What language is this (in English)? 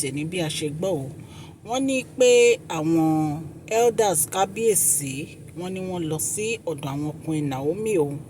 Yoruba